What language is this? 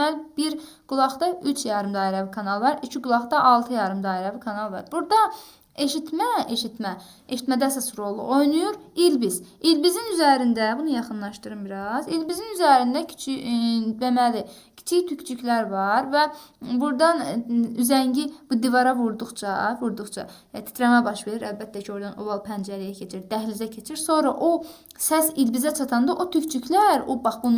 Azerbaijani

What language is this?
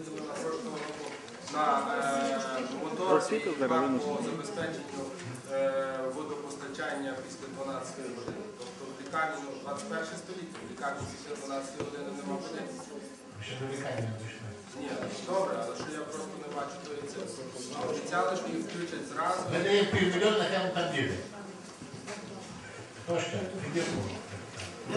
Ukrainian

